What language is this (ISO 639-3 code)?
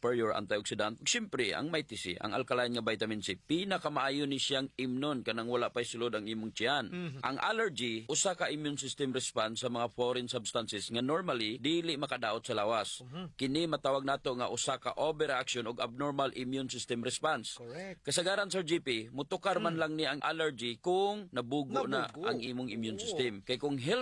ceb